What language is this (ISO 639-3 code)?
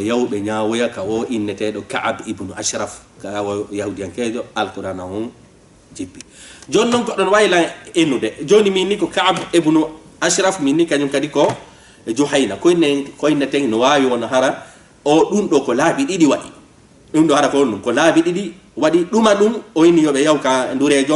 ful